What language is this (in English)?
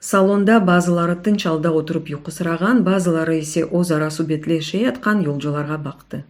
Crimean Tatar